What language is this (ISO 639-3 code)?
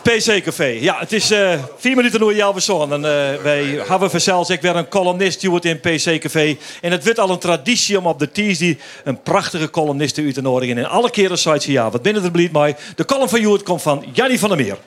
fry